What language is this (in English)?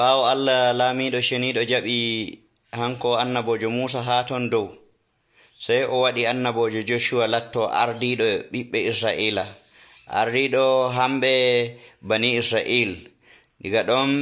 Nigerian Fulfulde